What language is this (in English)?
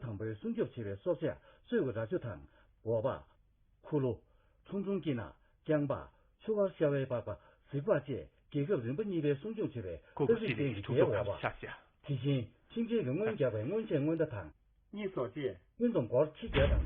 Tibetan